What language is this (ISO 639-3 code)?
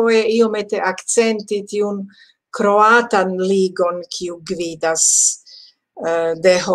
epo